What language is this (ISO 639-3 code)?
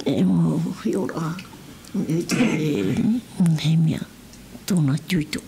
tah